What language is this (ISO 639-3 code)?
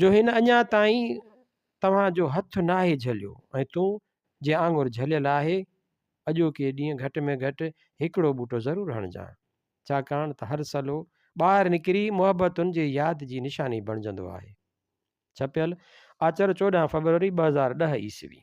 snd